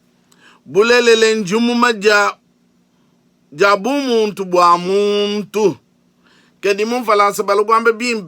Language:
Luba-Lulua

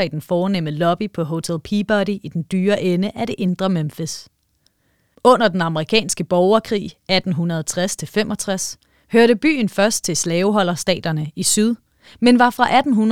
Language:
Danish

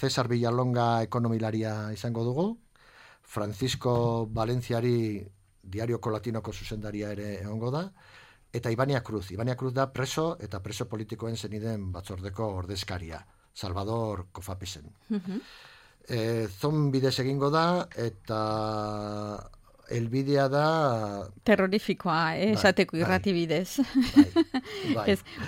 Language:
Basque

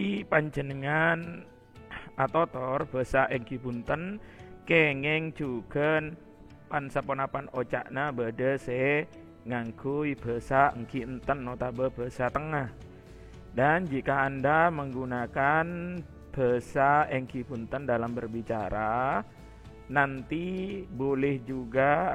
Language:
Madurese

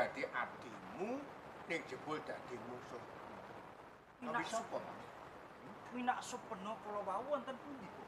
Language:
Javanese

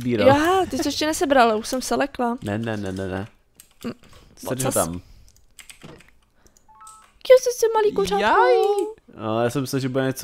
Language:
Czech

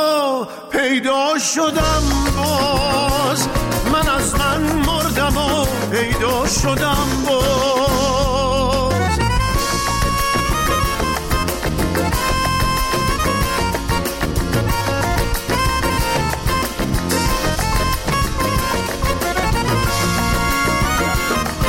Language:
Persian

